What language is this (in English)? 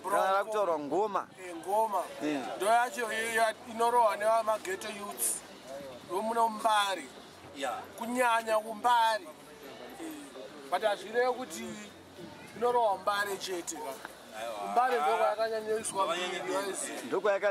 Shona